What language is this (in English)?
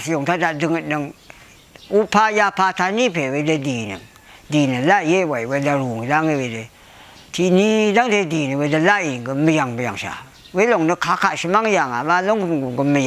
Rawang